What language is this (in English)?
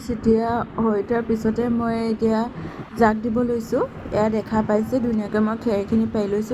Assamese